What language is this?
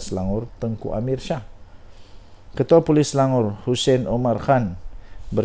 Malay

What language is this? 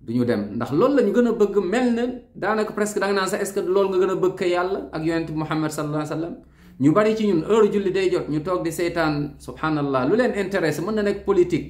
Wolof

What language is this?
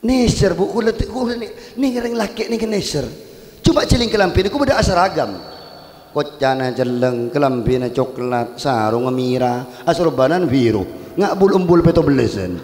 Madurese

